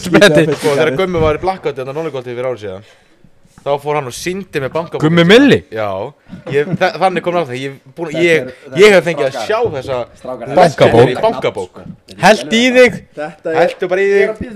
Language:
Icelandic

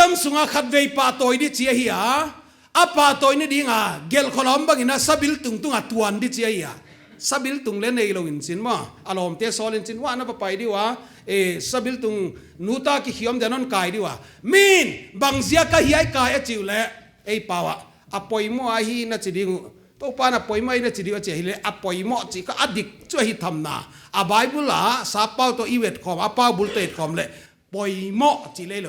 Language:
Paite Chin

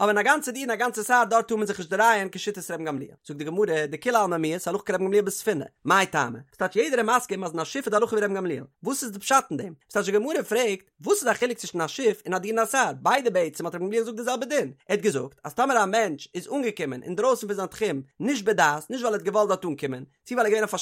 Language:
Yiddish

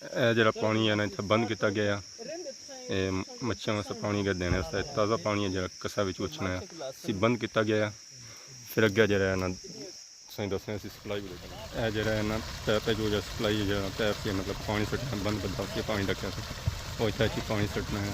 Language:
Pahari-Potwari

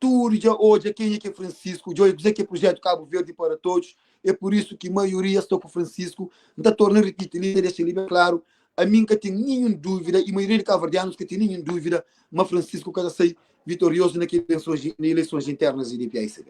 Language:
Kabuverdianu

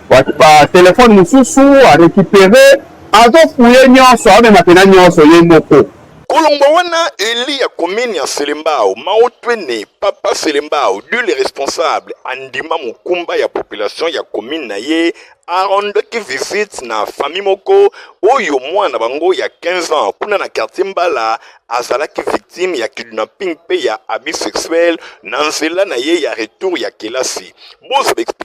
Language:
Lingala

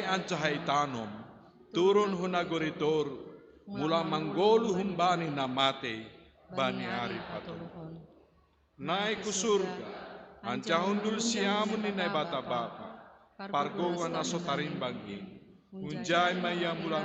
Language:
Batak Simalungun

